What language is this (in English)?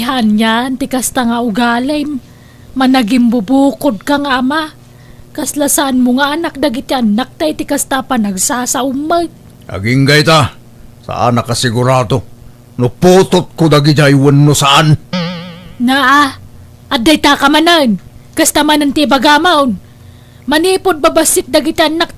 Iloko